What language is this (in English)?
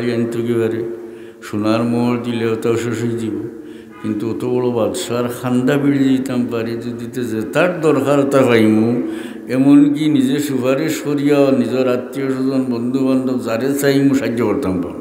Sylheti